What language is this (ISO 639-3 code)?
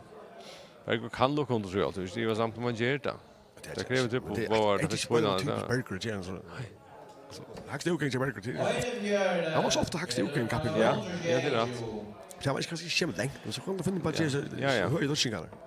fao